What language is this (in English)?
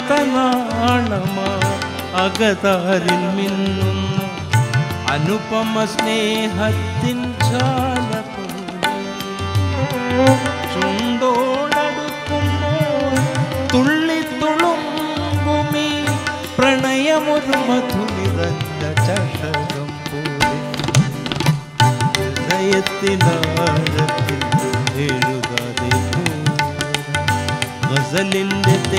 Malayalam